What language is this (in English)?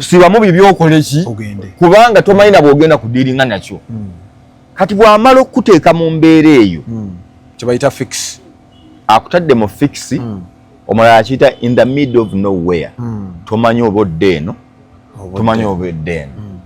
Ganda